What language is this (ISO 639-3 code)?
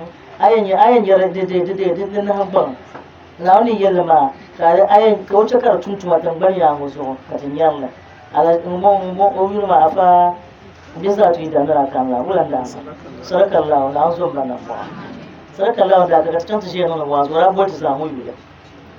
dag